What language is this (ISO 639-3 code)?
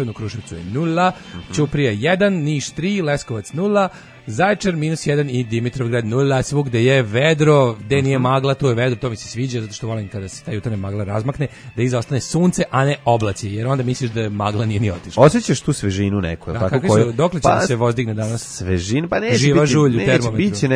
srp